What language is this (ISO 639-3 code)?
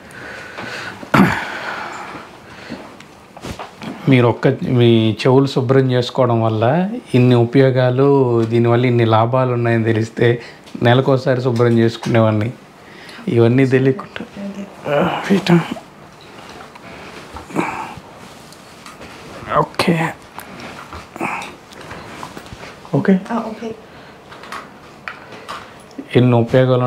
tel